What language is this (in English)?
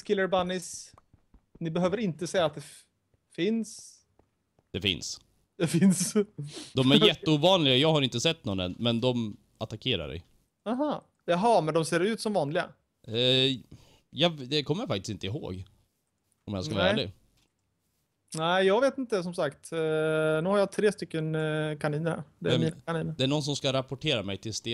Swedish